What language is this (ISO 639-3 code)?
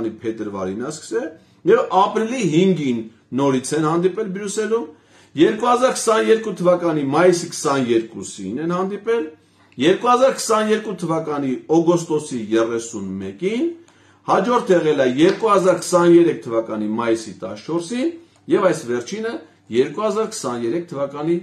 hye